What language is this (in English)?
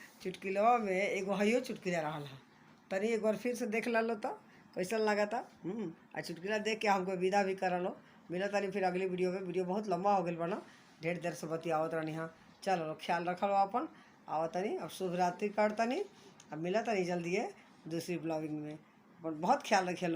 Bhojpuri